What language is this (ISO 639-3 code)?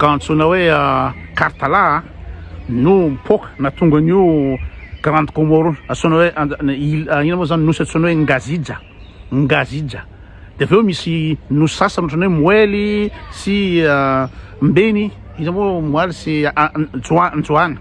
mlg